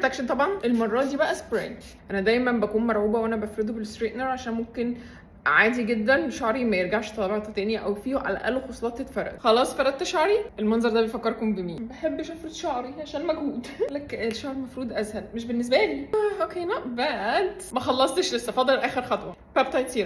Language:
Egyptian Arabic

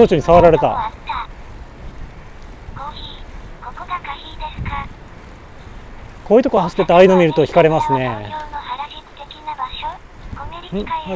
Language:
Japanese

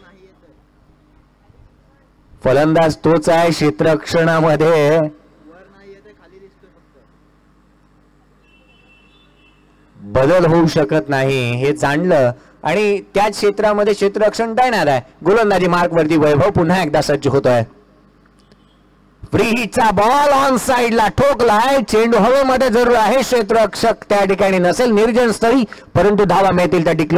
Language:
Marathi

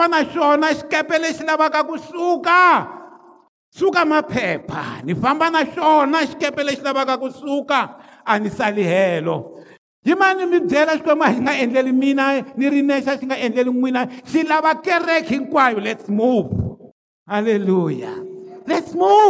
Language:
Tsonga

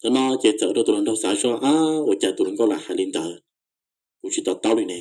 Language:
Hmong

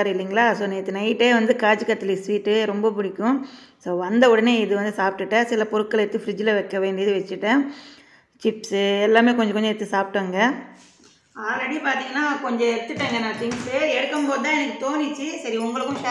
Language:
Tamil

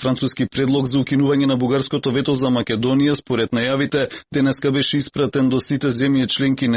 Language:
Macedonian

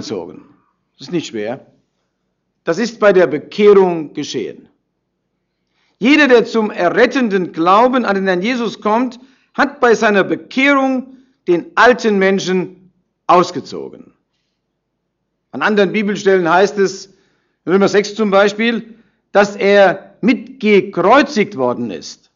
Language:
German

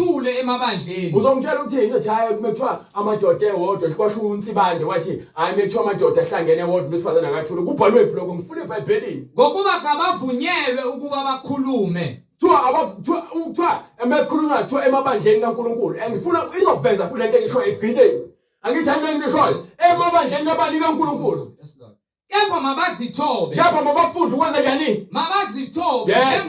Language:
Zulu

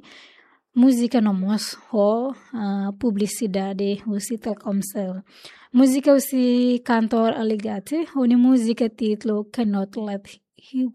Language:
Tetum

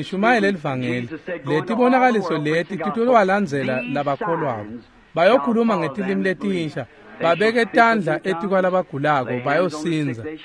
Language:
Swati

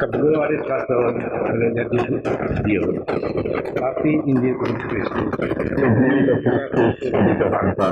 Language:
Biatah Bidayuh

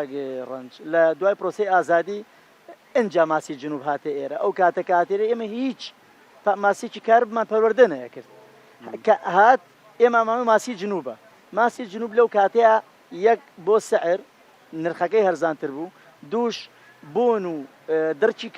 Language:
Central Kurdish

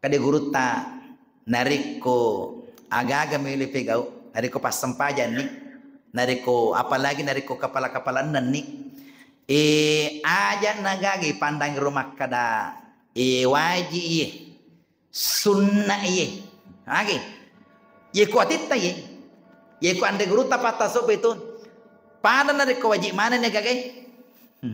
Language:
Buginese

